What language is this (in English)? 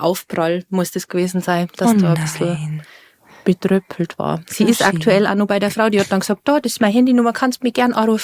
Bavarian